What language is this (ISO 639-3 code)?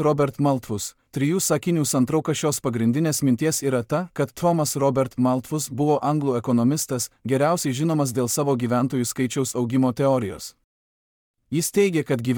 lit